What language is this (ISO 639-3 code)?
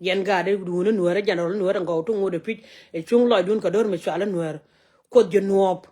nus